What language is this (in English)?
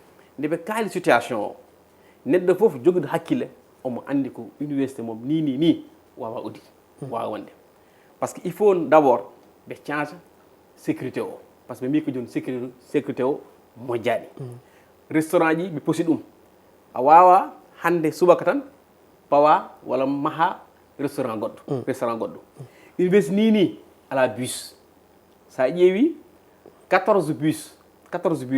Fula